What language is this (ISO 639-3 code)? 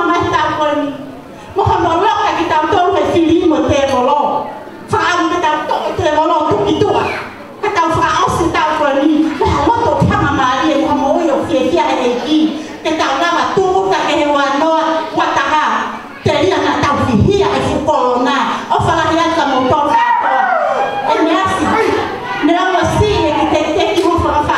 ton